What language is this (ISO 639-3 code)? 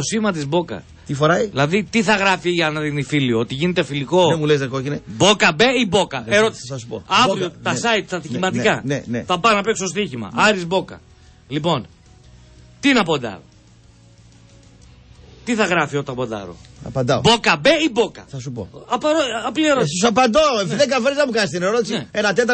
ell